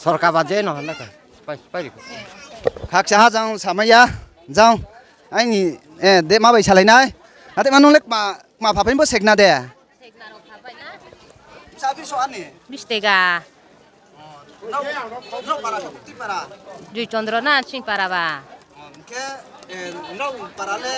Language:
Riang (India)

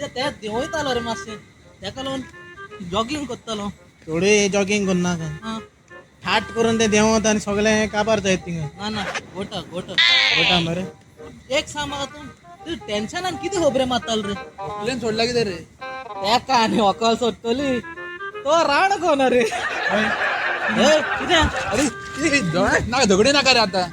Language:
Konkani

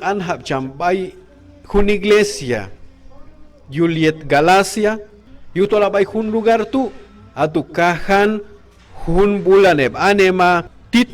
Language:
Q'anjob'al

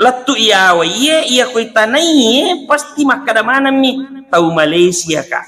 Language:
Buginese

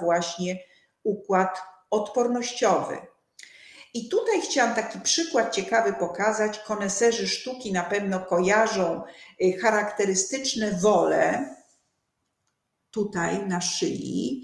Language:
Polish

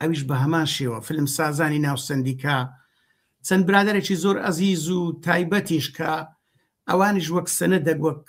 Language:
Central Kurdish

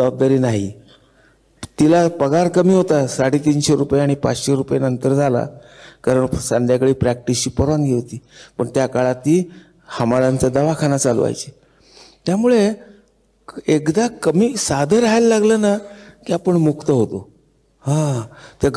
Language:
Marathi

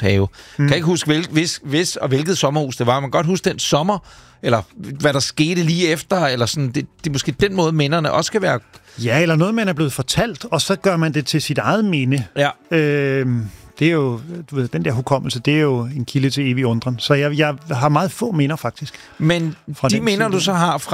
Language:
Danish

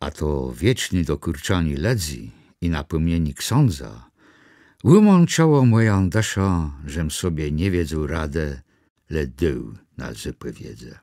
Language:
Kashubian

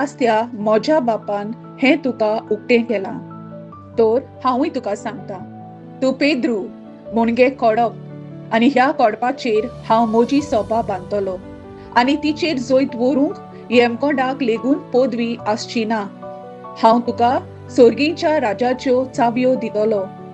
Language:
Konkani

